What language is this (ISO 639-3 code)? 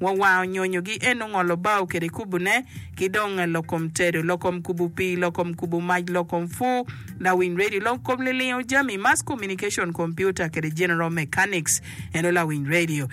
ach